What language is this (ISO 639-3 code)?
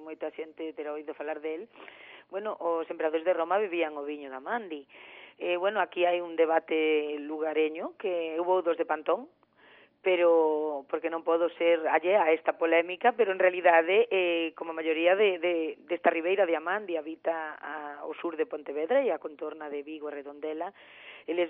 glg